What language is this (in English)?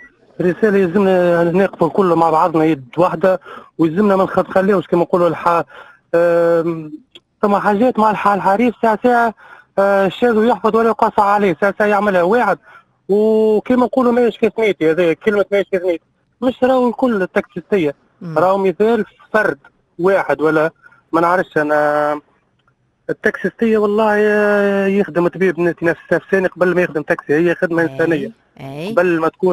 Tunisian Arabic